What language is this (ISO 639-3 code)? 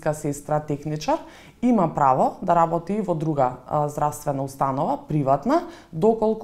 mkd